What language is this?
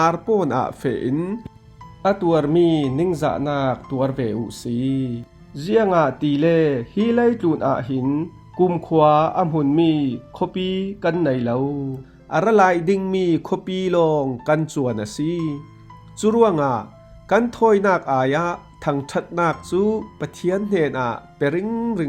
Falam Chin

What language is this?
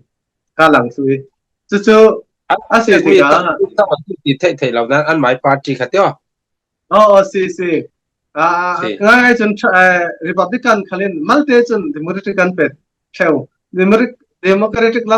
Falam Chin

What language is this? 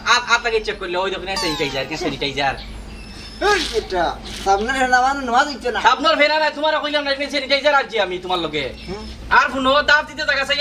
Sylheti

